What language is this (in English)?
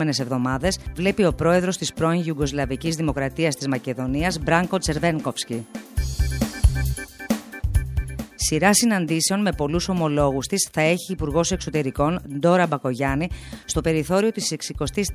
Greek